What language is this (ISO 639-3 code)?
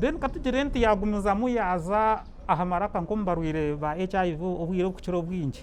nyn